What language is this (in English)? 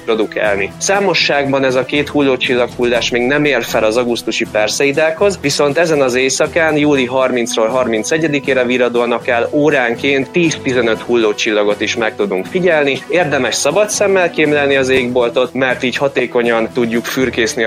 Hungarian